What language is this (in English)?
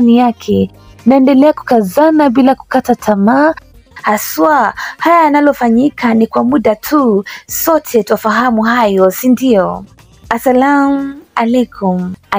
Swahili